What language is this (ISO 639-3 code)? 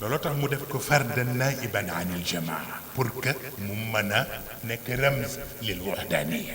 wol